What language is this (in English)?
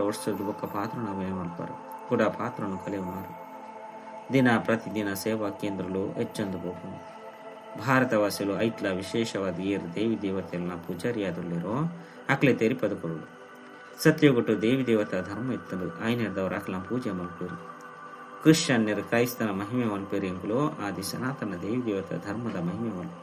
Tulu